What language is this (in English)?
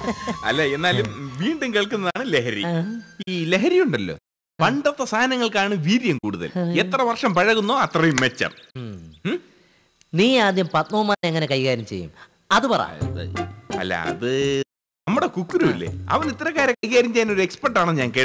Malayalam